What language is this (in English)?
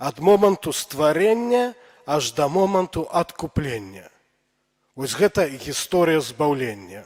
Belarusian